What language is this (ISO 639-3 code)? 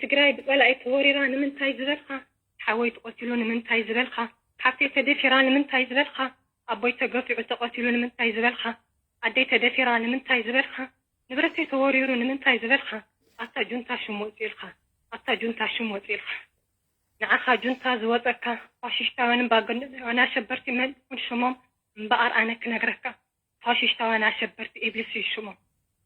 tir